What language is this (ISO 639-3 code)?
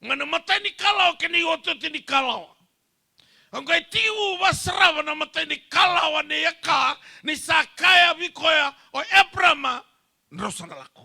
fij